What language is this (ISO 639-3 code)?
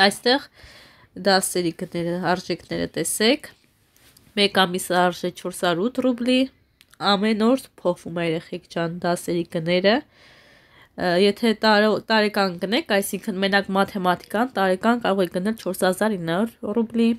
hye